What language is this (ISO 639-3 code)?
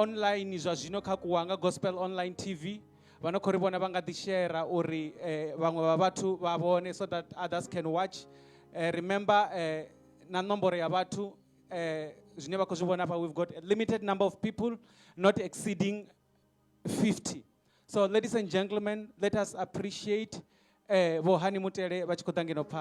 ven